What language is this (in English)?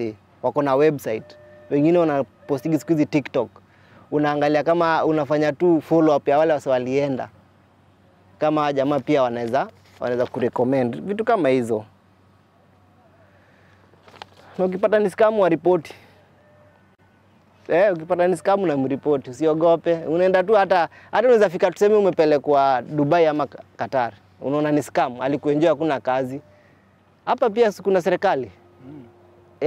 Swahili